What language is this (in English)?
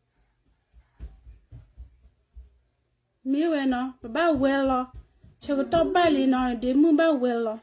S'gaw Karen